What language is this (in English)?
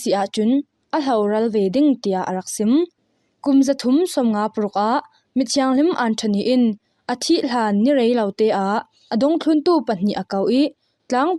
Falam Chin